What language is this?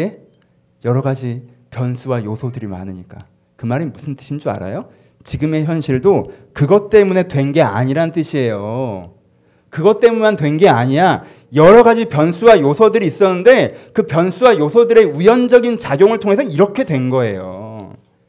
Korean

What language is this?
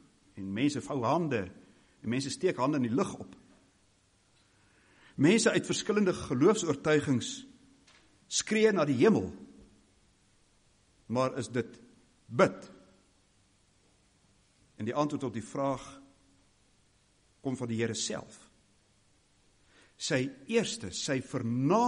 Afrikaans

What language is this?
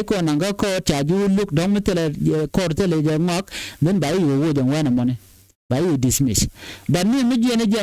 Nuer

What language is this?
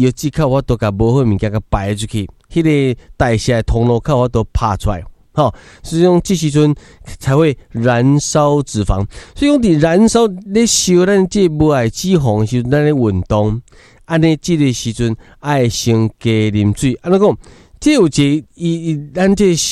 Min Nan Chinese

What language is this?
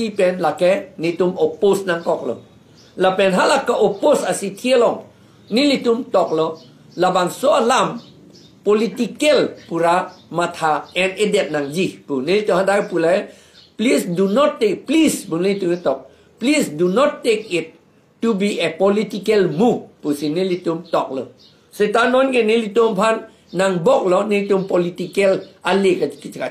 Karbi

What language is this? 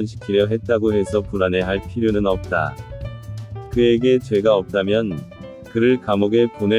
Korean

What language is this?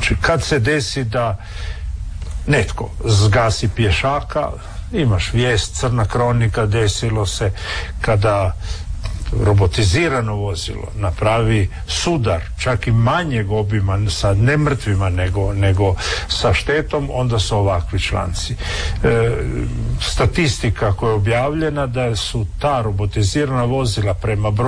Croatian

